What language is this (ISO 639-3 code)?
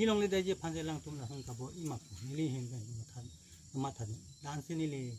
mjw